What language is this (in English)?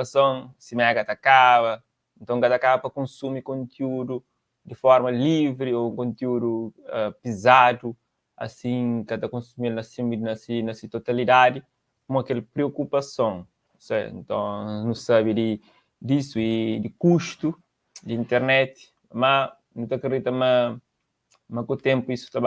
Kabuverdianu